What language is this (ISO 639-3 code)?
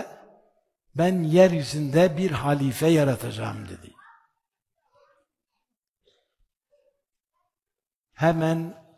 tur